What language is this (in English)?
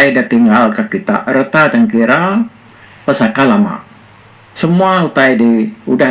Iban